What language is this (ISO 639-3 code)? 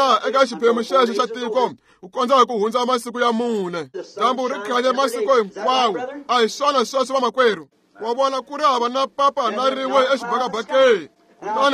tso